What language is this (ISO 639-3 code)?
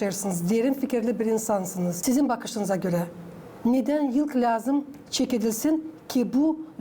gag